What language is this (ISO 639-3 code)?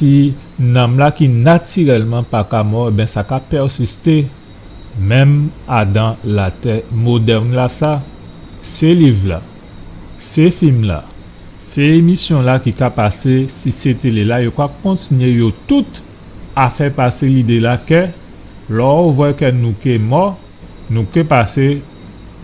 gcf